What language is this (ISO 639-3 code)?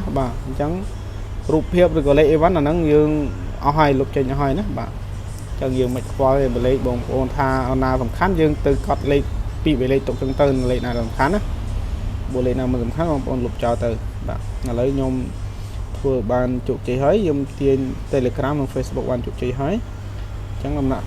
khm